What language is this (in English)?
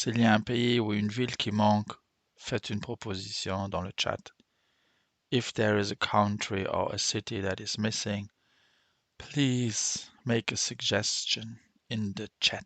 Luxembourgish